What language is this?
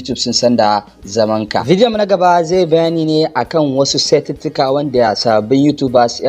Hausa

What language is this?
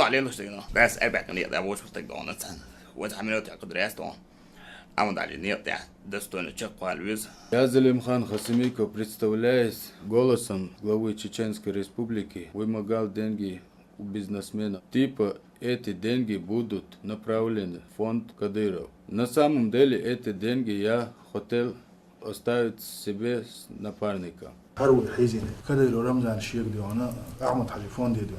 Chechen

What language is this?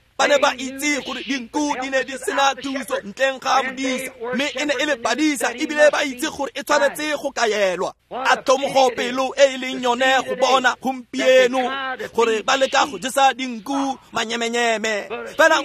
Tswana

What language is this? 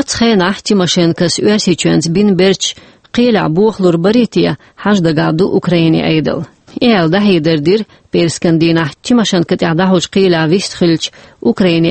Chechen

